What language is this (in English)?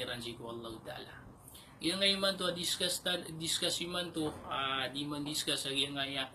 Maranao